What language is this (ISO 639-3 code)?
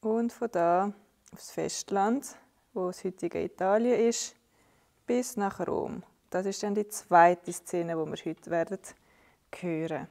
gsw